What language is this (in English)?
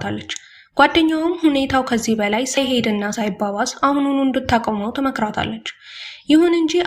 Amharic